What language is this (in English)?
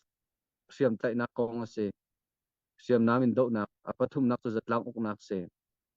Hakha Chin